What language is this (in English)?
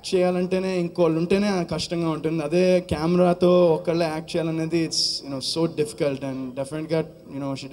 Telugu